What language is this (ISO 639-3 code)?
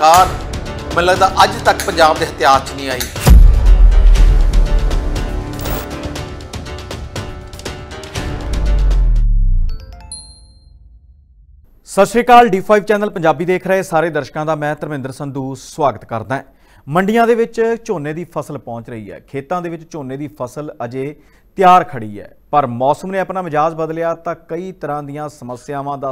pan